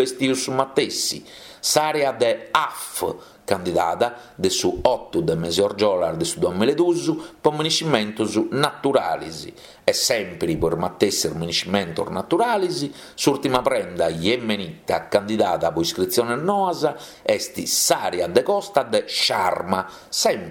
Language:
Sardinian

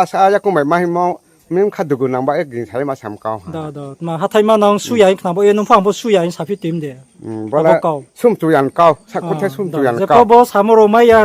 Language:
Riang (India)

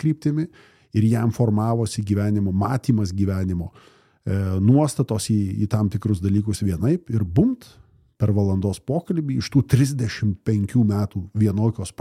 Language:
Lithuanian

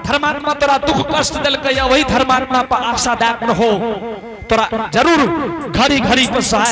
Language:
Angika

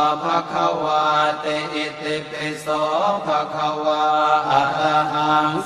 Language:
Pali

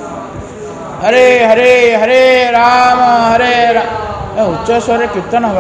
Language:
Odia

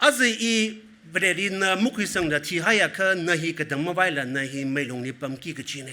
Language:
Tangkhul Naga (India)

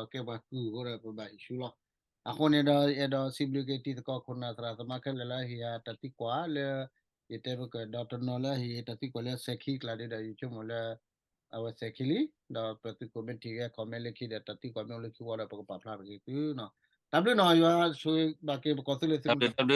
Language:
S'gaw Karen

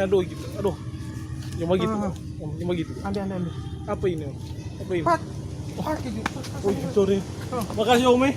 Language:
Manado Malay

